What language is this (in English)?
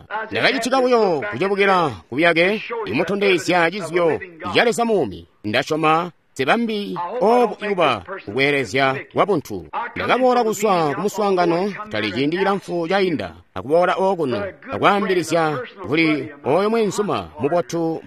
Tonga (Zambia)